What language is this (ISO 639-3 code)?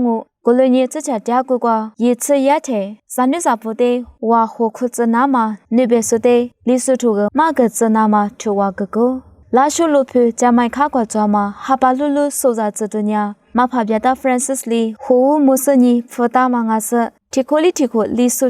lis